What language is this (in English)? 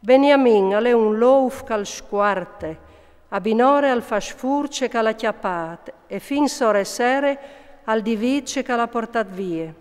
Friulian